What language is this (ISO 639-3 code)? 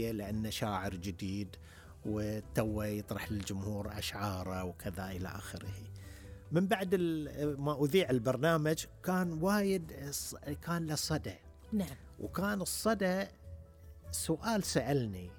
afb